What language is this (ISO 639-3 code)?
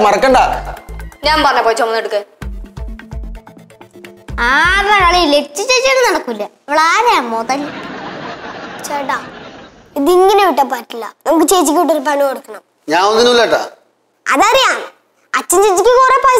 mal